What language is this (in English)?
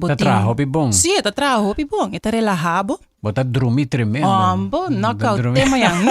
Papiamento